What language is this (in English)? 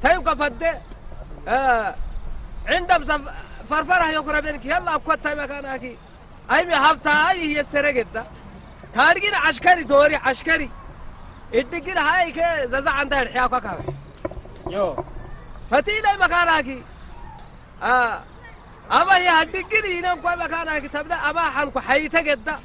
Saho